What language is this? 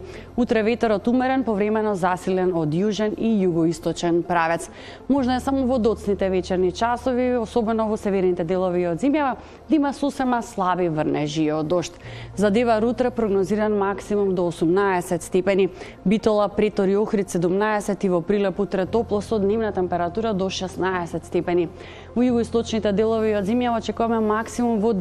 Macedonian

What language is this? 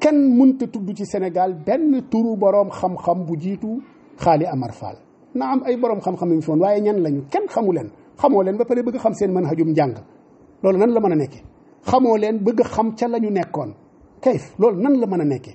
Wolof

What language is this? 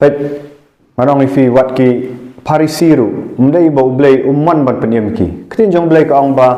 Khasi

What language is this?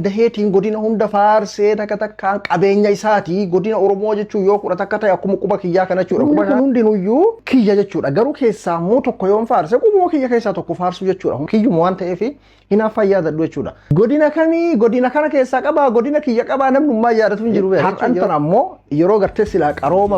Oromo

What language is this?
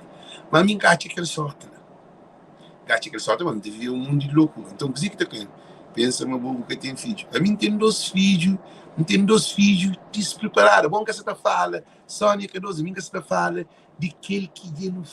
Kabuverdianu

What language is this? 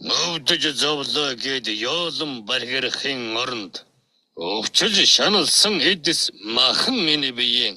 Mongolian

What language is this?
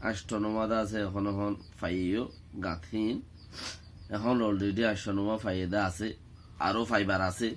Rohingya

